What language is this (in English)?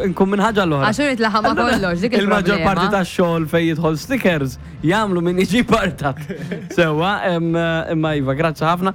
Maltese